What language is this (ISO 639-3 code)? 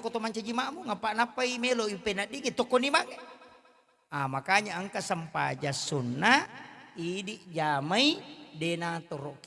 bug